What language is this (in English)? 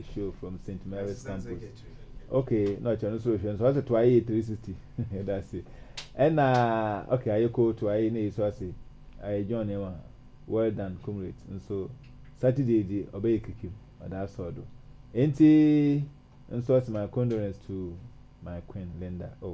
Akan